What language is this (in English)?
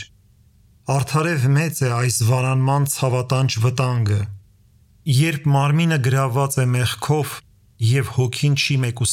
Armenian